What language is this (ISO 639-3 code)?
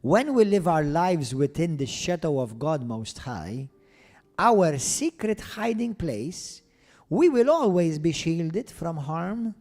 eng